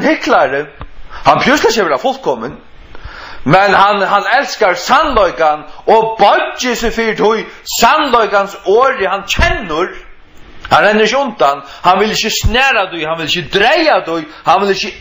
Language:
Faroese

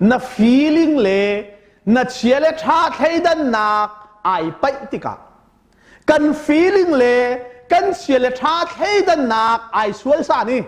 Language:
Hakha Chin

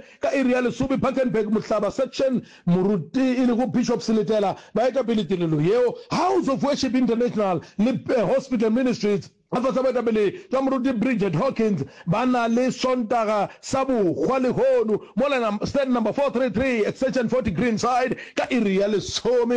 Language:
Northern Sotho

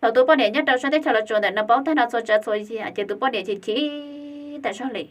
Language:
Hmong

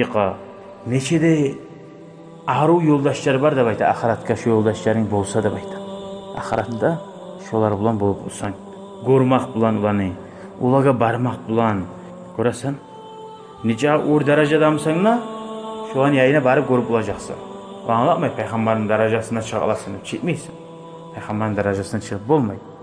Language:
Kumyk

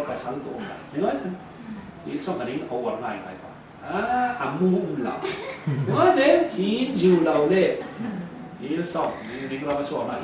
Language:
Falam Chin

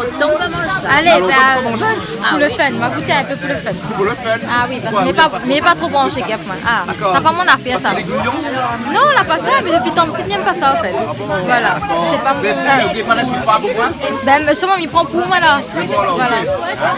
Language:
Réunion Creole French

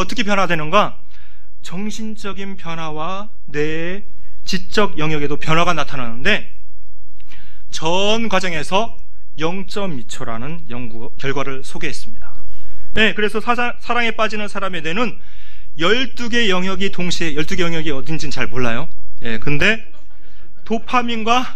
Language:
Korean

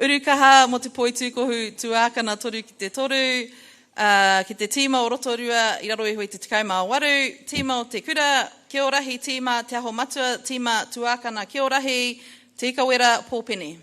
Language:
Māori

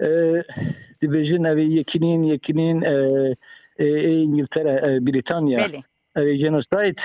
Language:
Kurdish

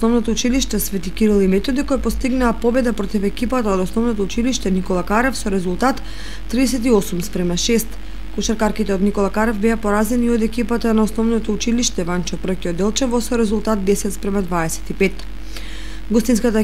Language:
Macedonian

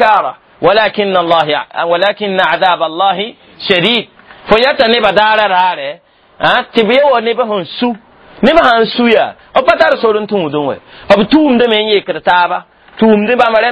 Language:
Mossi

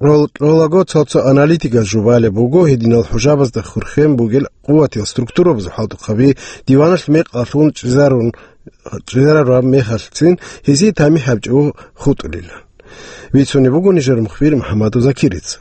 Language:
Avaric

